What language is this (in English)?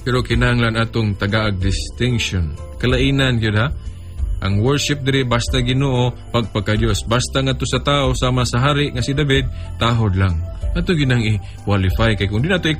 Cebuano